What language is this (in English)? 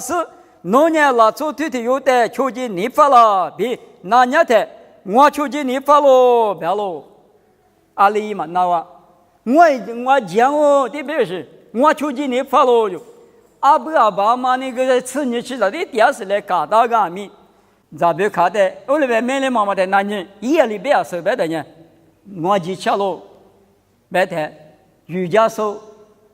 Lisu